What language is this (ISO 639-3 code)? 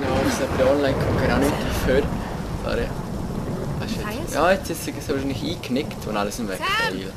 gsw